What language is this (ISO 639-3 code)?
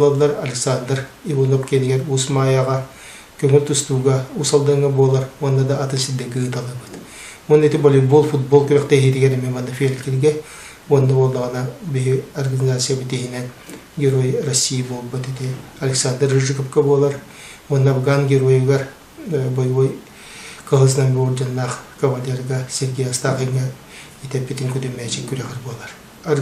sah